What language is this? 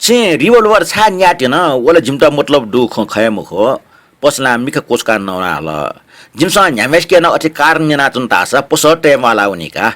Newari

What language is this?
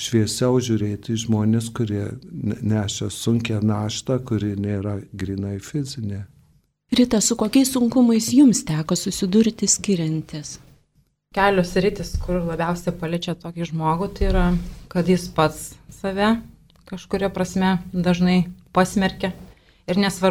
Lithuanian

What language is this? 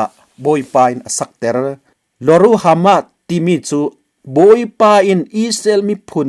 Falam Chin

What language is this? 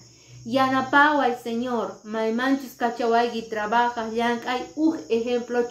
Quechua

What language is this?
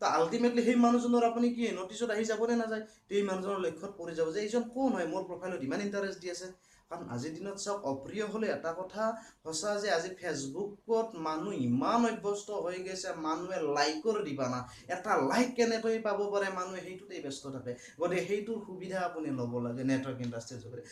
Assamese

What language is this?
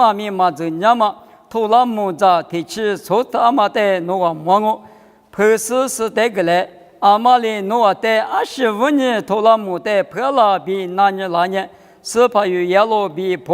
Lisu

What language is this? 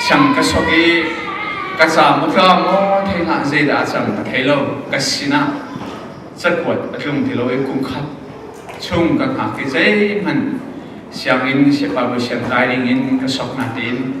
Hakha Chin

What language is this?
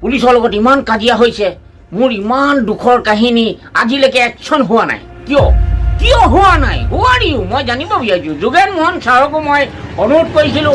Assamese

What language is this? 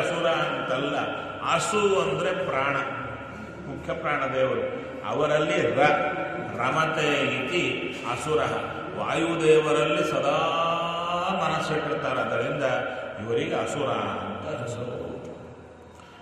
Kannada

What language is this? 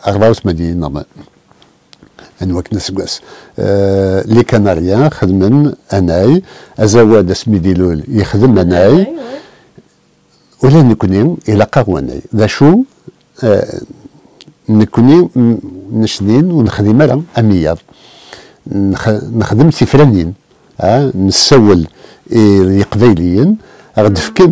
Kabyle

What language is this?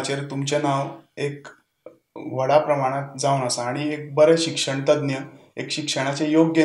Konkani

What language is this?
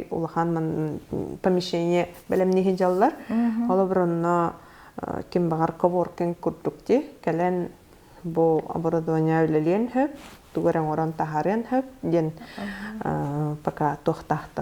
Yakut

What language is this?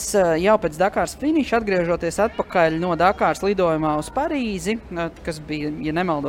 Latvian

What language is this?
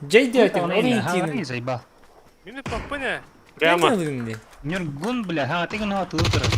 Yakut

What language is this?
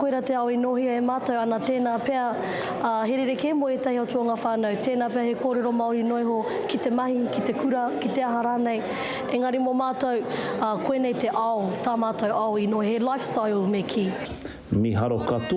Māori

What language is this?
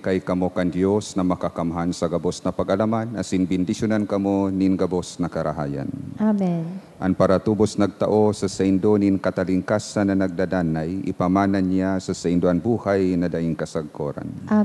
Bikol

